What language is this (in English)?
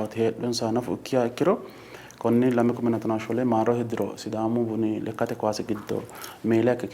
Sidamo